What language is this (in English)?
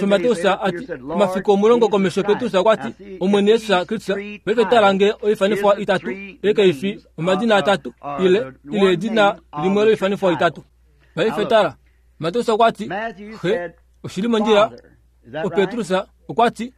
Kuanyama